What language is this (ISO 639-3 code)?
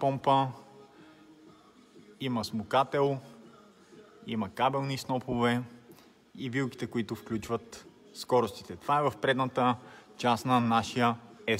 bul